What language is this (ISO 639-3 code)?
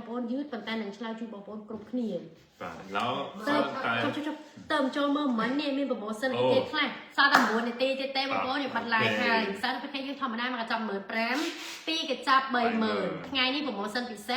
khm